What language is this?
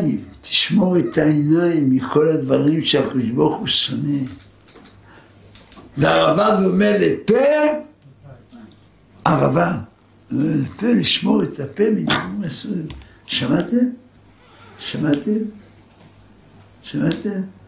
Hebrew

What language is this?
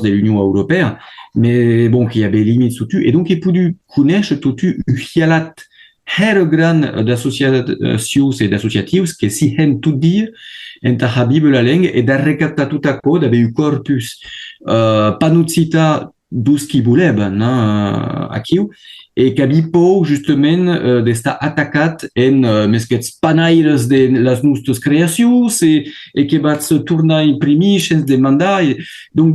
Occitan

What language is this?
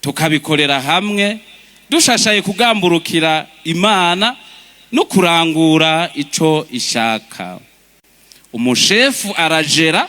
Rundi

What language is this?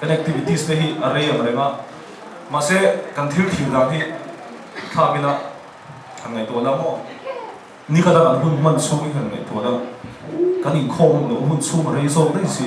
Mizo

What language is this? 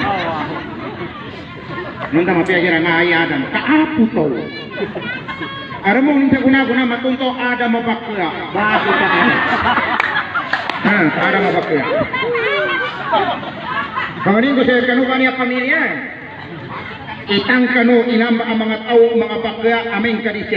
Maguindanaon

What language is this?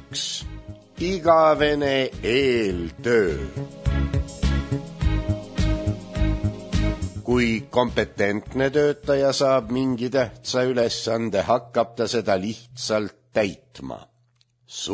Estonian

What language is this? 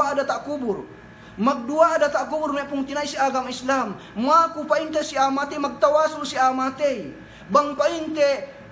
Yakan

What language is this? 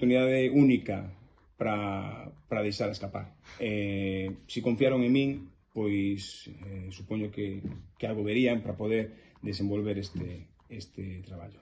Galician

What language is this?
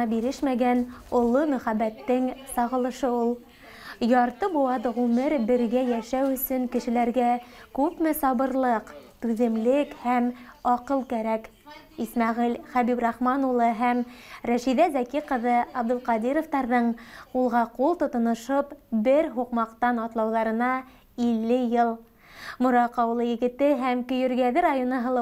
Bashkir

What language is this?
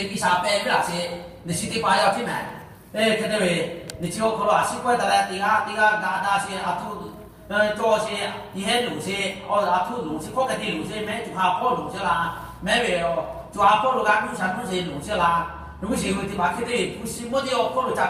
Lahu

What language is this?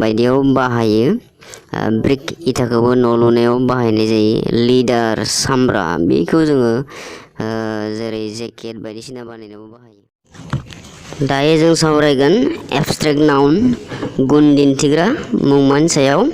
Bodo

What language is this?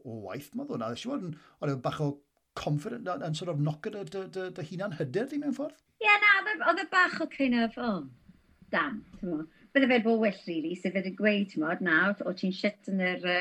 Welsh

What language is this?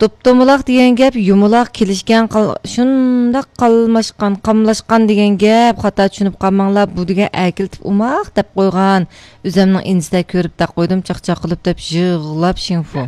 Uyghur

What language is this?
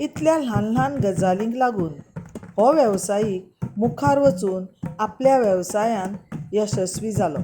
Konkani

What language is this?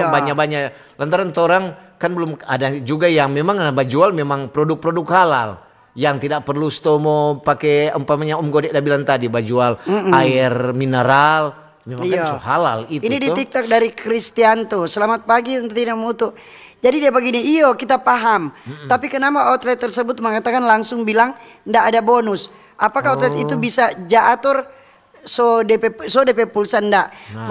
Manado Malay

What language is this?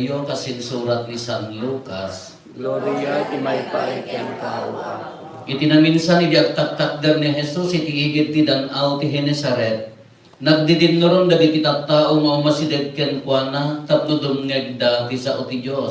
Iloko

